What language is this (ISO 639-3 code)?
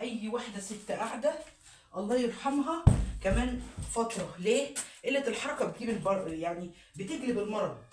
arz